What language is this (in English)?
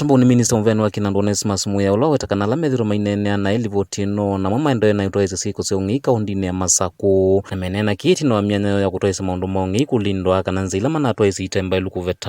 Kamba